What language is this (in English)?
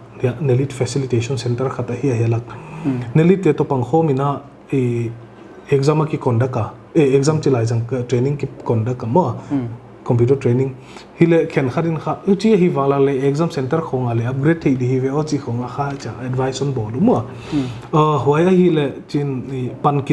Paite Chin